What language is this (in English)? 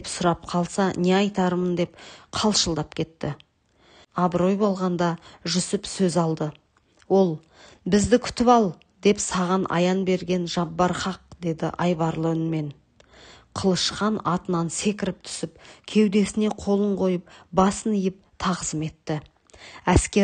Kazakh